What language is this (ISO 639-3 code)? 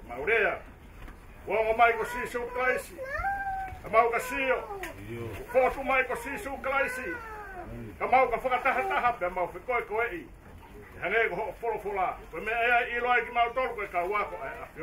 ton